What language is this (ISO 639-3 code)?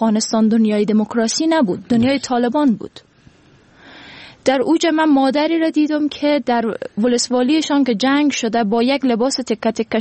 fas